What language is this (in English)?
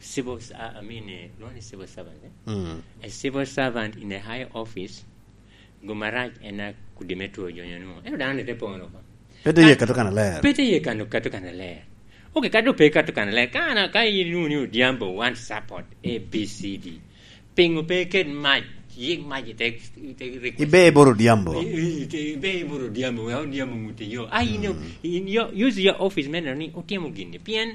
Lango (Uganda)